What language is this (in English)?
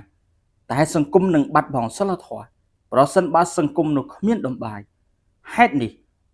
Khmer